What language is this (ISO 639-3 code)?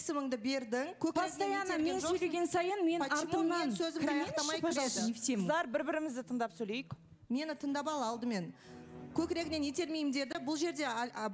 kaz